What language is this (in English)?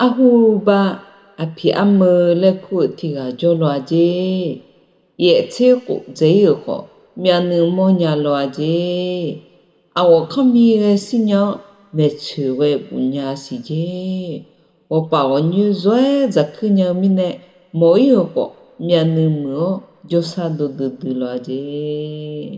Akha